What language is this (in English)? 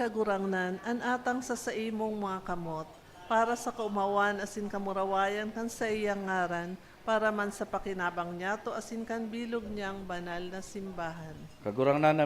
Bikol